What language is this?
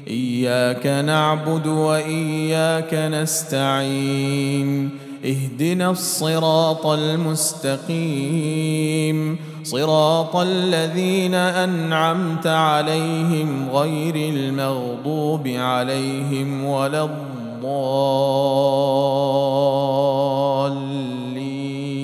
Arabic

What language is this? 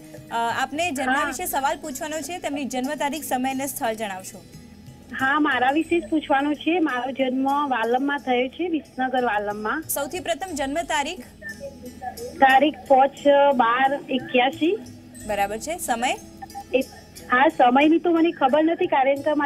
Gujarati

